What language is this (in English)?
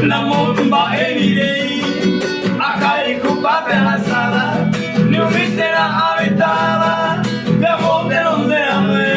Guarani